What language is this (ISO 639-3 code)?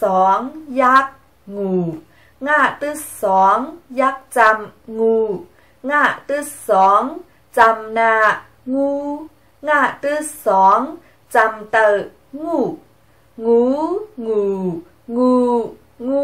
shn